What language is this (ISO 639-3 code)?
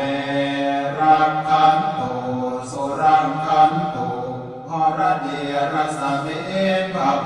pli